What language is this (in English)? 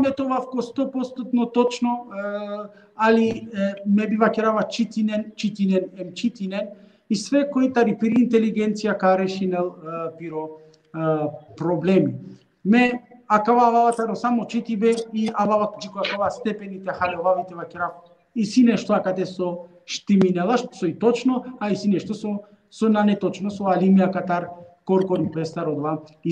Balkan Romani